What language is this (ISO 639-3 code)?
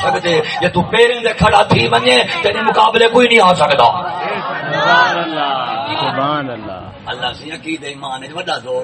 skr